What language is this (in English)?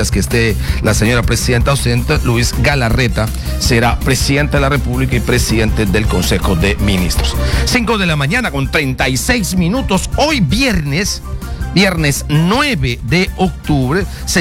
Spanish